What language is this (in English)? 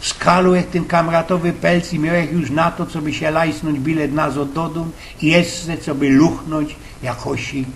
Silesian